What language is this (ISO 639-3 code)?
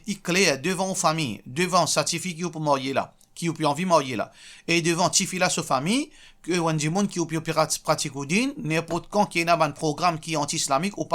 mfe